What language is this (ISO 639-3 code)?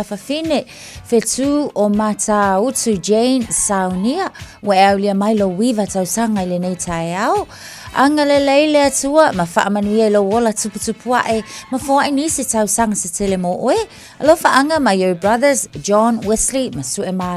smo